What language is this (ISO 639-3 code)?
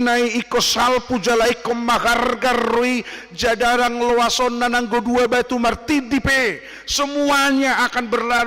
bbc